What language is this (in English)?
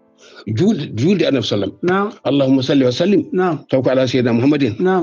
Fula